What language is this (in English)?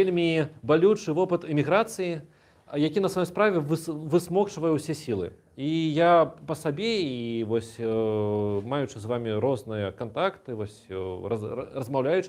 Belarusian